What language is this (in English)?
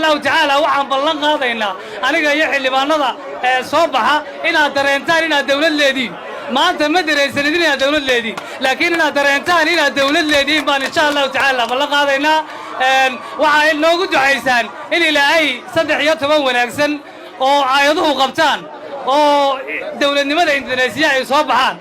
Somali